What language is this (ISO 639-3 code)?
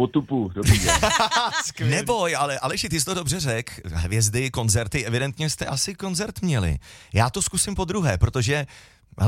ces